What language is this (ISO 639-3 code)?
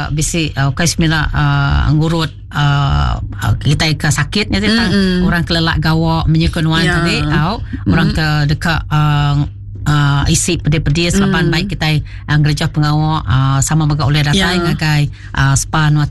iba